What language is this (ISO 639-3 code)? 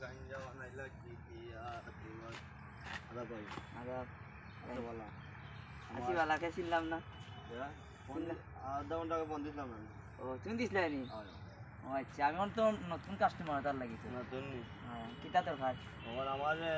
syl